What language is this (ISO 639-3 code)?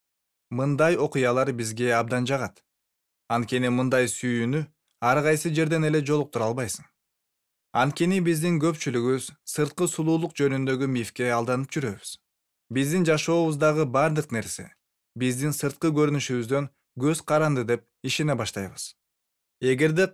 kir